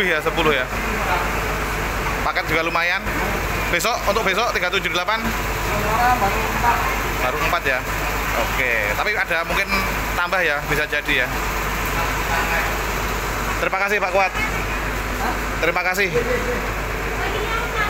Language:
Indonesian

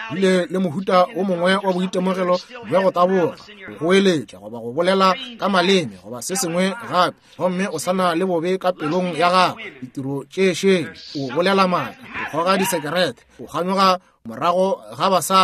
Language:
Northern Sotho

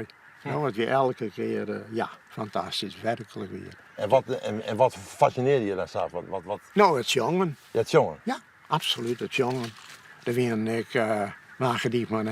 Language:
Western Frisian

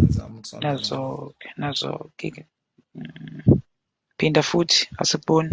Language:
Zulu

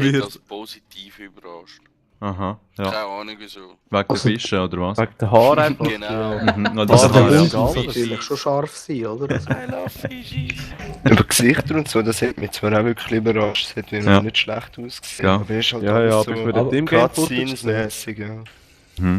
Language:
Swiss German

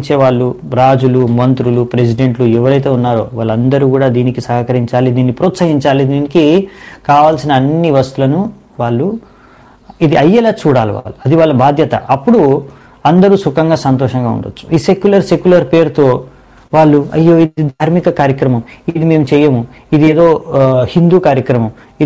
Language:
Telugu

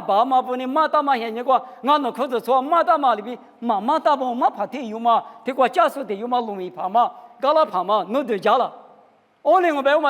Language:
Lisu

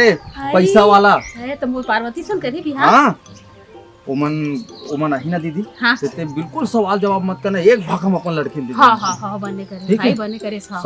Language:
Chhattisgarhi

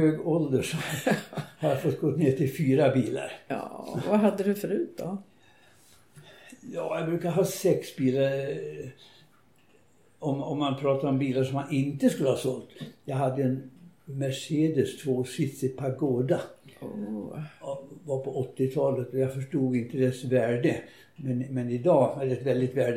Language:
Swedish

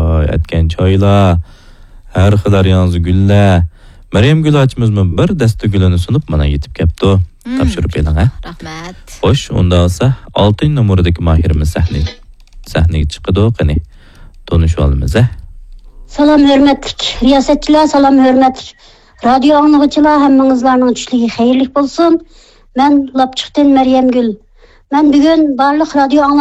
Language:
Uyghur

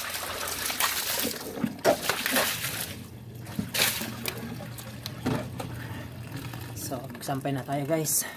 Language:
Filipino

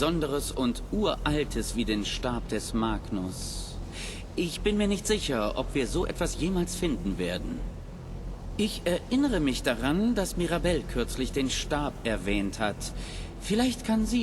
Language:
Bavarian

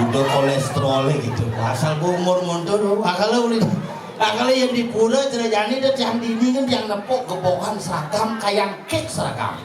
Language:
Balinese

